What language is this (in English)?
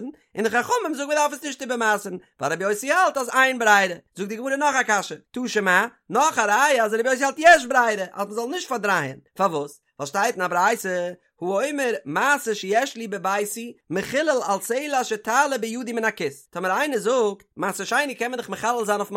Yiddish